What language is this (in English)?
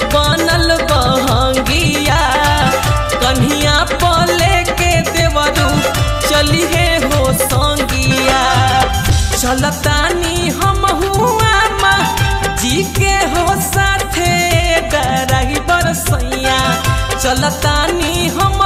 Bhojpuri